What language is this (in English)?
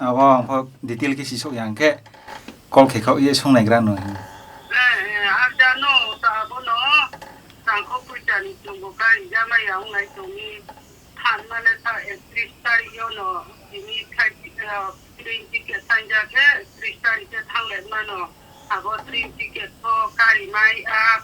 Riang (India)